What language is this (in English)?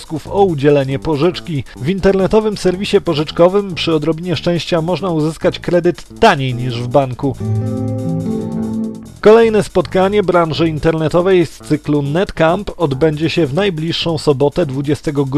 Polish